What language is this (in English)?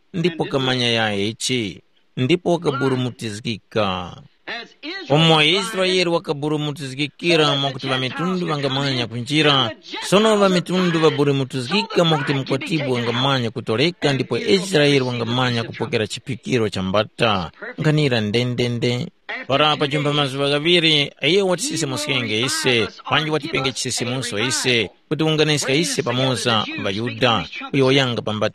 Tumbuka